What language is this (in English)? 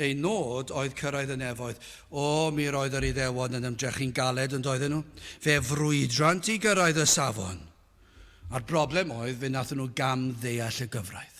Welsh